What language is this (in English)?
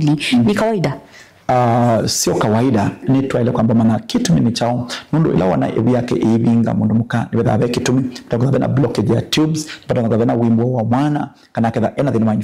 Kamba